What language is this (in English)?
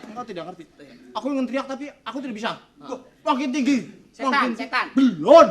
Betawi